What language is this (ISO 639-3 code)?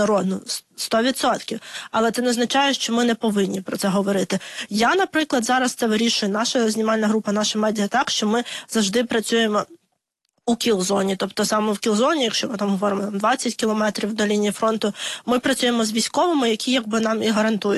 ukr